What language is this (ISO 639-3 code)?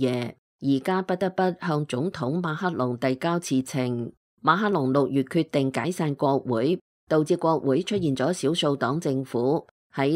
yue